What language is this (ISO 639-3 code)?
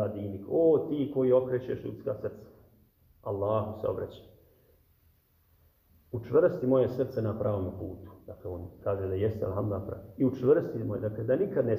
bos